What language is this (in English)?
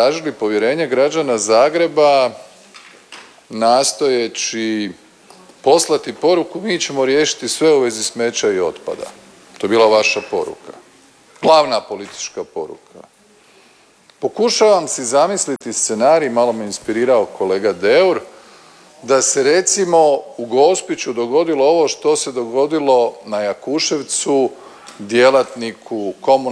Croatian